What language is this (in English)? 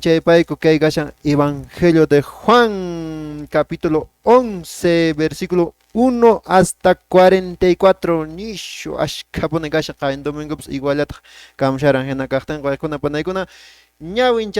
Quechua